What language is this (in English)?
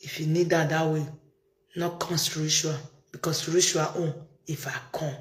Nigerian Pidgin